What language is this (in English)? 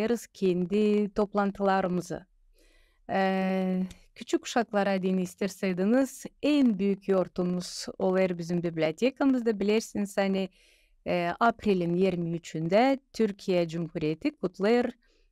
Gagauz